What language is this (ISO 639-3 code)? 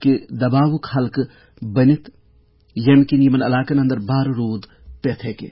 kas